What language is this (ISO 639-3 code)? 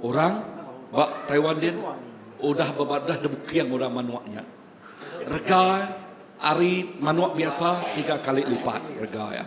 iba